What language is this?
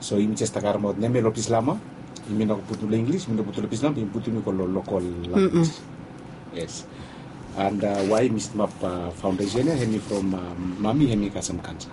Bislama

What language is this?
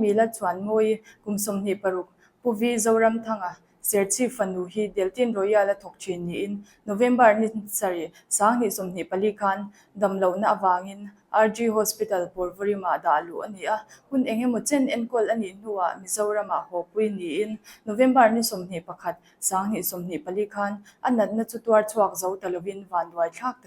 Mizo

